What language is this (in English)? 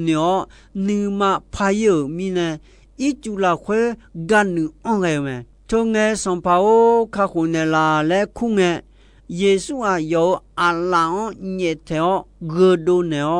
Akha